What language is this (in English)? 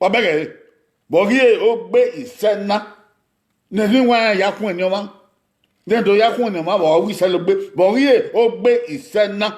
Bini